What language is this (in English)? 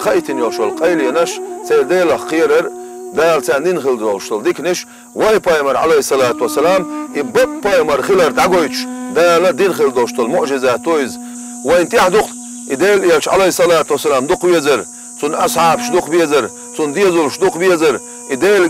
Chechen